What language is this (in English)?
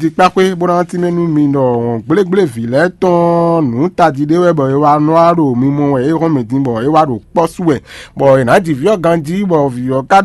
Fon